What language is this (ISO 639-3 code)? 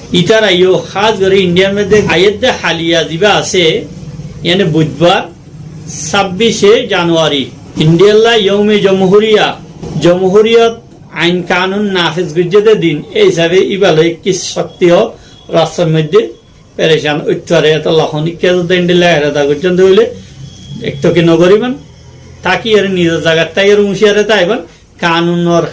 rhg